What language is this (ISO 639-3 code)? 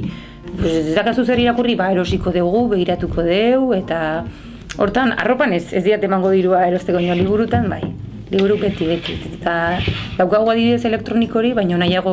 eus